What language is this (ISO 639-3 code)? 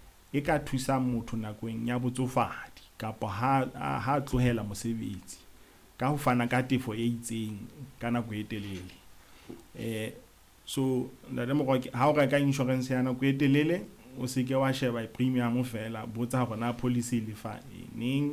sot